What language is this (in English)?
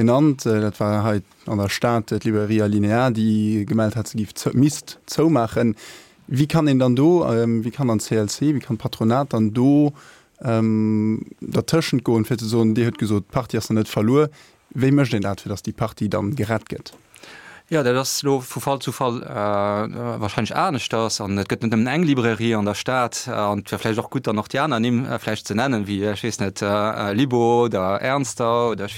Luxembourgish